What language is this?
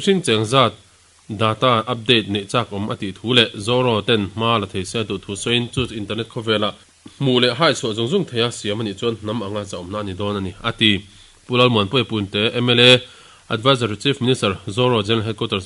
Mizo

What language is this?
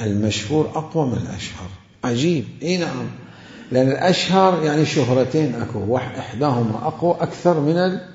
Mesopotamian Arabic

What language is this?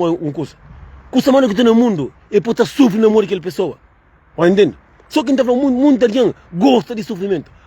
Kabuverdianu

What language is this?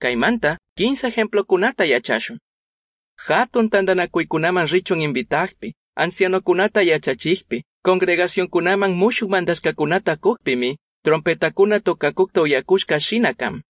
Chimborazo Highland Quichua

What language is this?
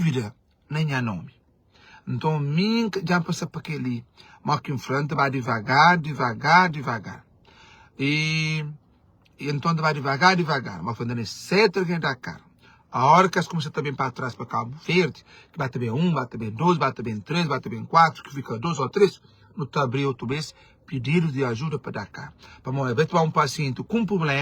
Kabuverdianu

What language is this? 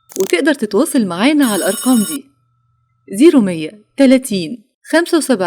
Egyptian Arabic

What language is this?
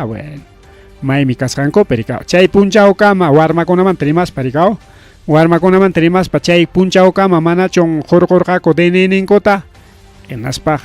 Ayacucho Quechua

